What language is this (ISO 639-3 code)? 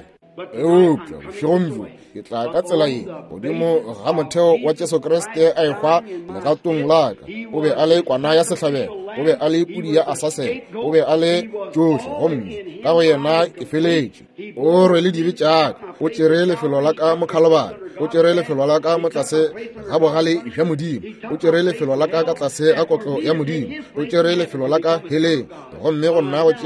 nso